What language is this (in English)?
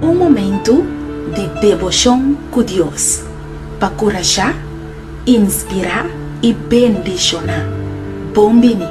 Papiamento